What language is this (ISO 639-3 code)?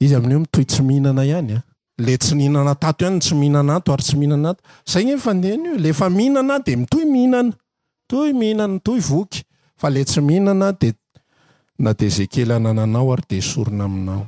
mlg